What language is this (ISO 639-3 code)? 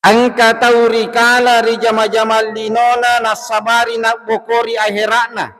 bug